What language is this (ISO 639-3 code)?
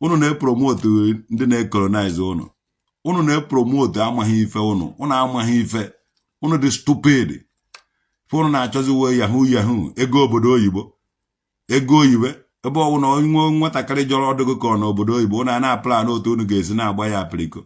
ibo